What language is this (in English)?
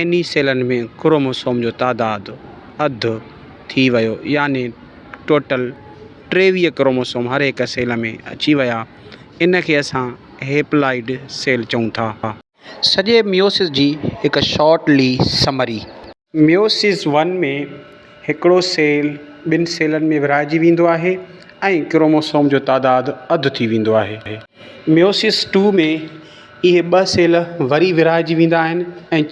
Sindhi